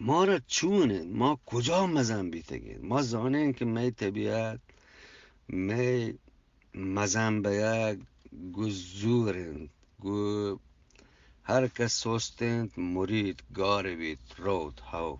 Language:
Eastern Balochi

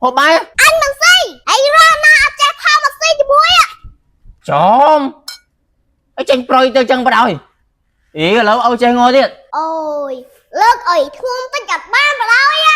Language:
Khmer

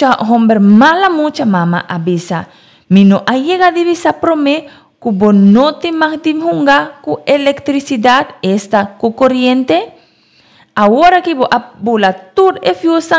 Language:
Papiamento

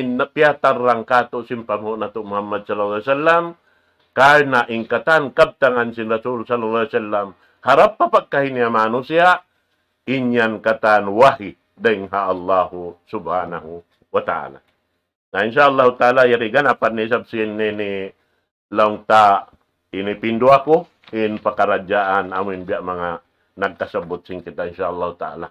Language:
Tausug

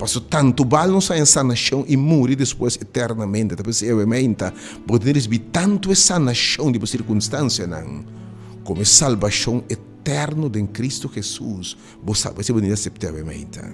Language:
Papiamento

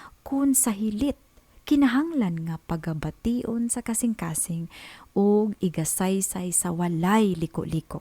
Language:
Cebuano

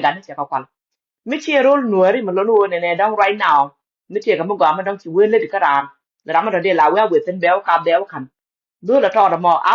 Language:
Nuer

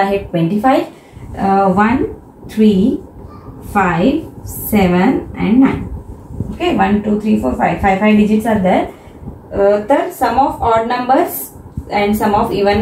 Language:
Marathi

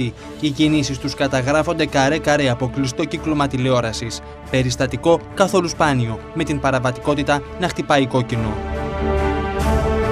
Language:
Greek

